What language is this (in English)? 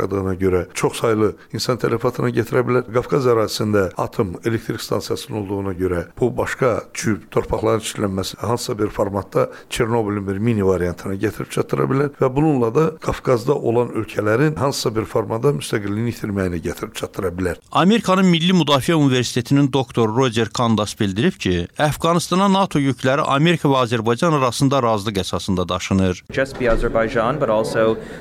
Azerbaijani